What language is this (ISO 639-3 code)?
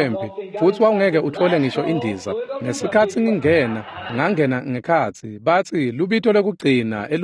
ssw